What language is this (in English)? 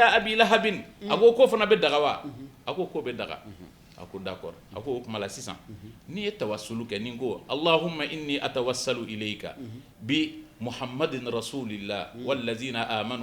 Bambara